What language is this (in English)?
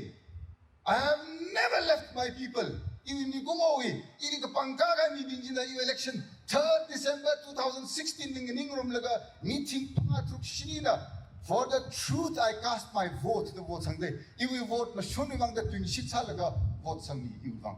Tangkhul Naga (India)